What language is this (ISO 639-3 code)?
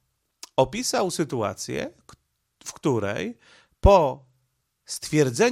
pol